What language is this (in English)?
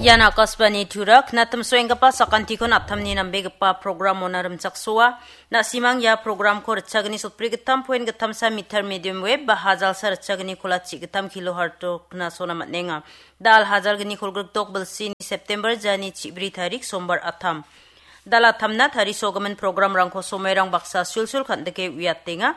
Garo